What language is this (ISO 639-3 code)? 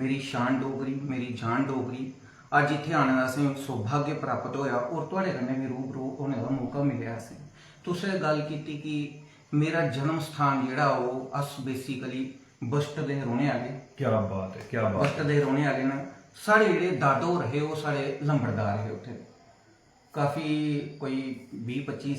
doi